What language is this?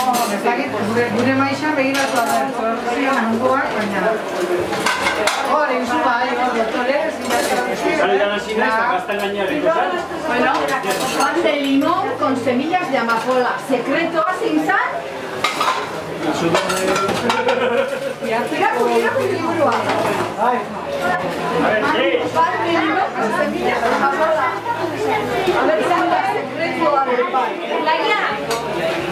Basque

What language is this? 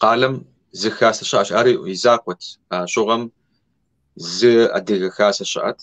Kabardian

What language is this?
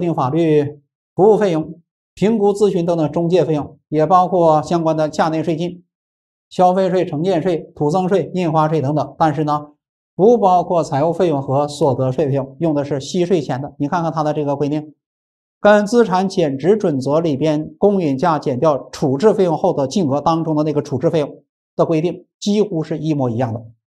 Chinese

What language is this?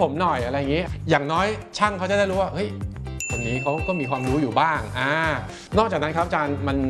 Thai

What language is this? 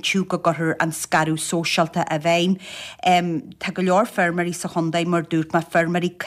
Irish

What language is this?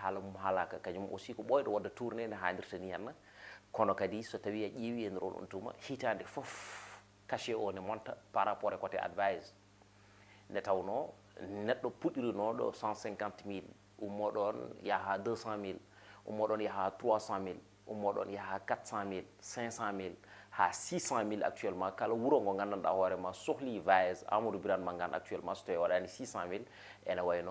Fula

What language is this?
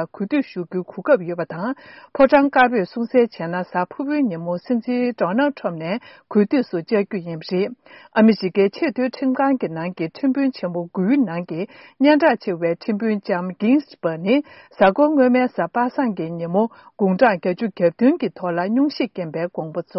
Tibetan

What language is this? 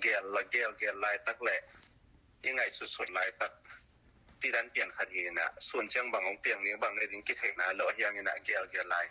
Tedim Chin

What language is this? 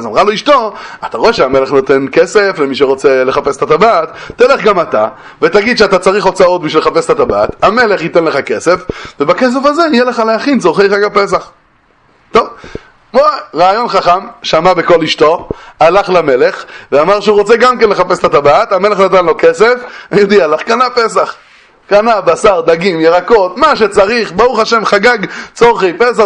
Hebrew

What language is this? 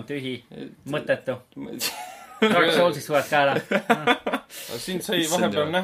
Estonian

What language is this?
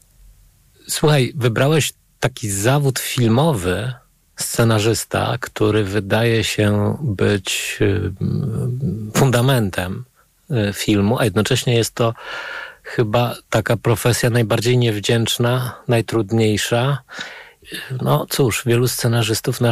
Polish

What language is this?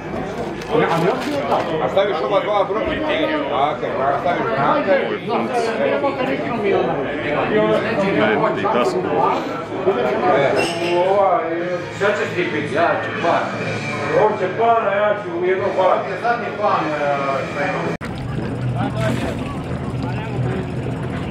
Croatian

